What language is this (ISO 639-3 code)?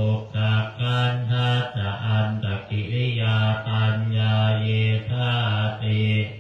pli